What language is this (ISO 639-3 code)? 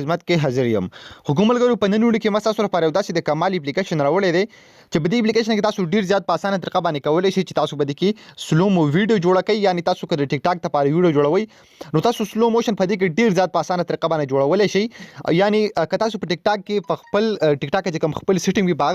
pus